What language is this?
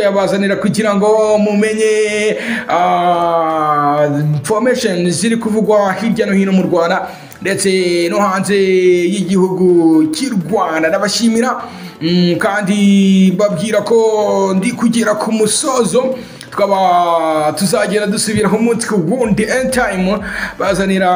Kinyarwanda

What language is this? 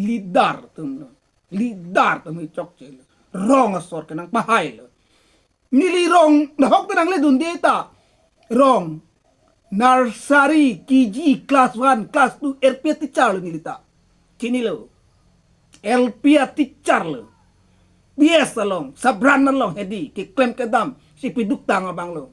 Karbi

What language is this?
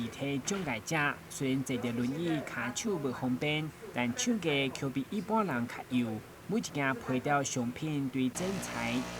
Min Nan Chinese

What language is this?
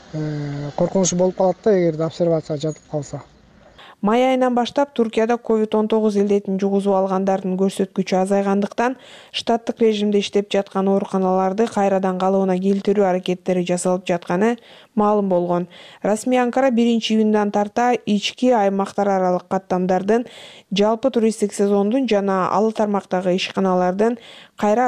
Kyrgyz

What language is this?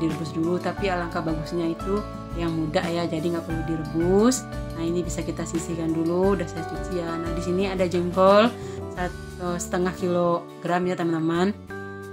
Indonesian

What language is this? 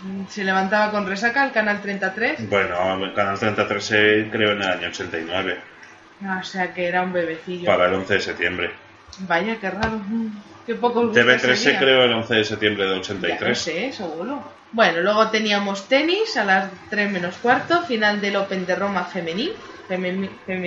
Spanish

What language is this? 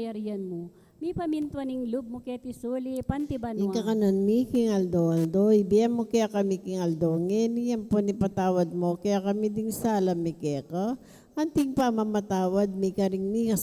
Pampanga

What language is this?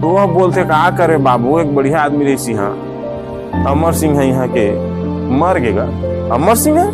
Chhattisgarhi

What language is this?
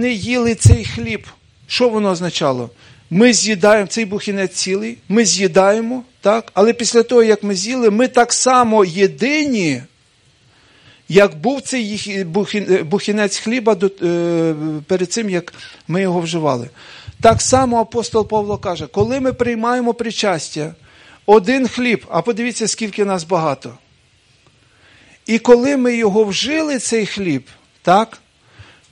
Ukrainian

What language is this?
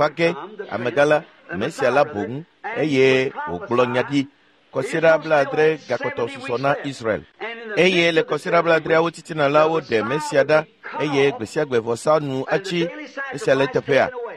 Ewe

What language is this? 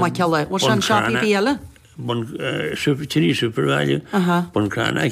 Irish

